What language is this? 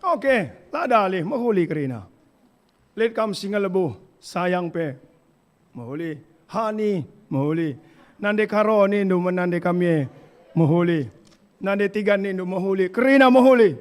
Batak Karo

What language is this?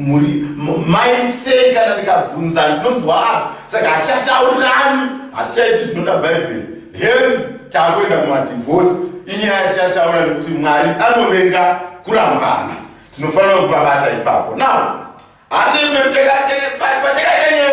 Shona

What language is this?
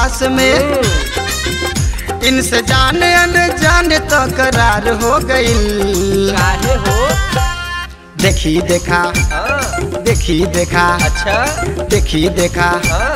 Bhojpuri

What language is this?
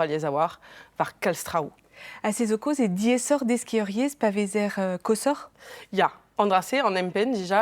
Breton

